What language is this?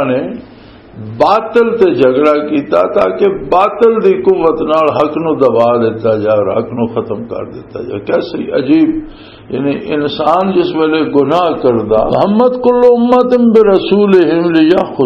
Western Panjabi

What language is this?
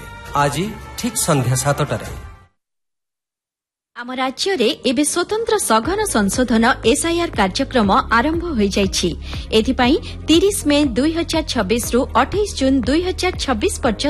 Odia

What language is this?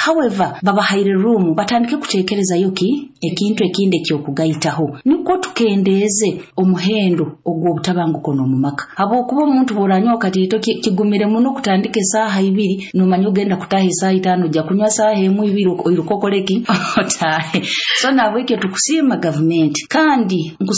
Nyoro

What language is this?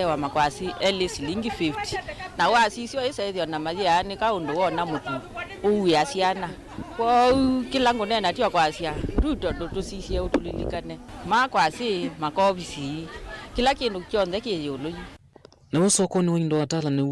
Kamba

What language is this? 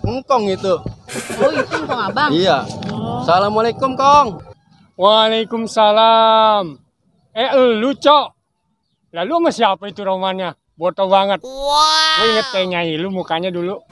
Betawi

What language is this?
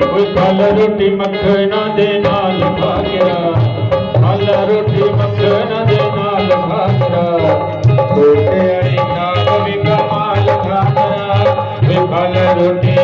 Dogri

